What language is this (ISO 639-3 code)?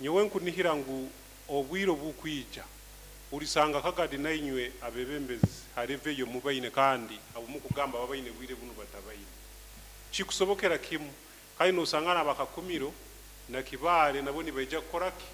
nyo